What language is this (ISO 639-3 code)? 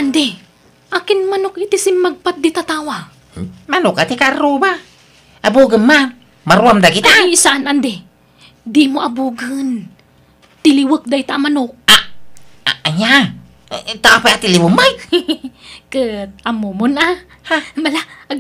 ilo